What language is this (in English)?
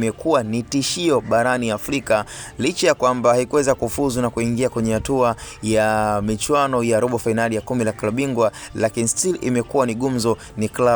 Swahili